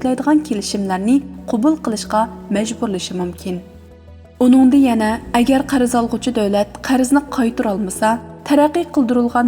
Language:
Uyghur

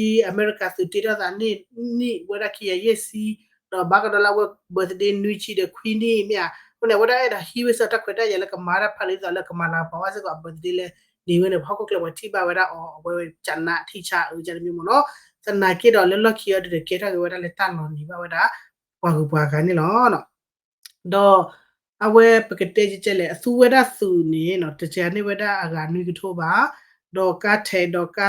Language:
S'gaw Karen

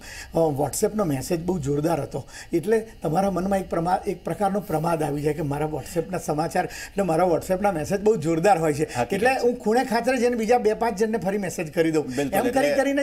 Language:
Gujarati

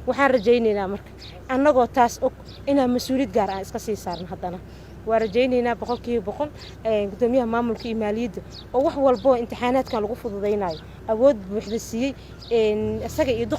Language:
Somali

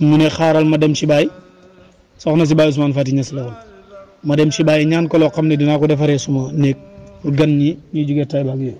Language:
Wolof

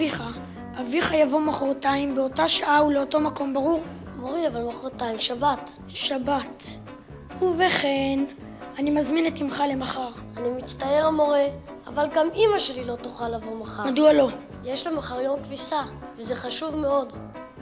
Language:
Hebrew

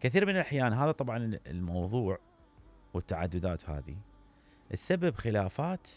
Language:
Mesopotamian Arabic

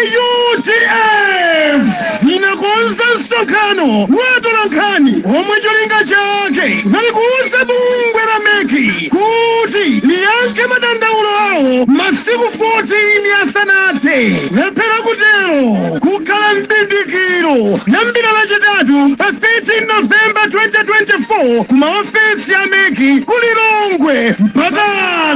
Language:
Nyanja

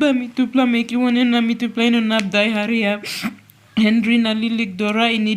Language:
Tok Pisin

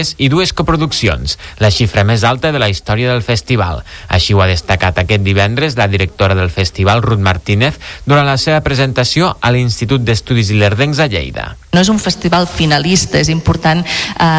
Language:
Catalan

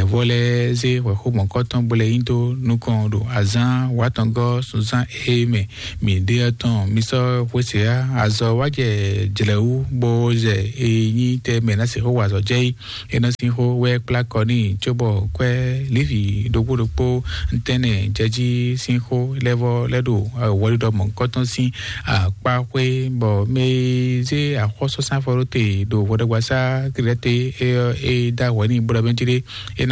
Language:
Fon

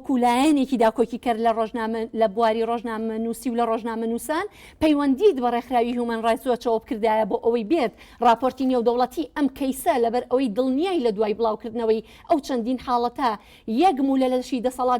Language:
Central Kurdish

